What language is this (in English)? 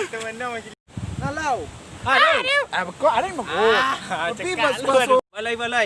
Minangkabau